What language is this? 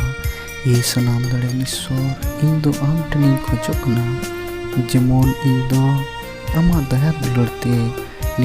Santali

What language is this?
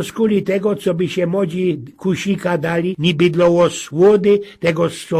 Silesian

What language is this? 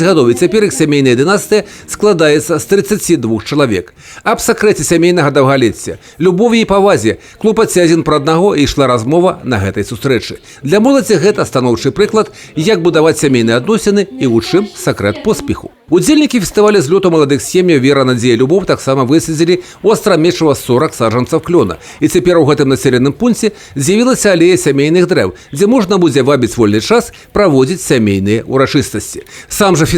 Belarusian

